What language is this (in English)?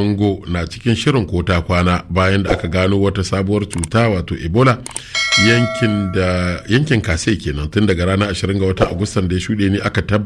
Hausa